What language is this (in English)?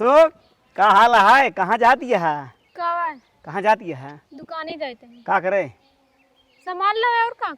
Awadhi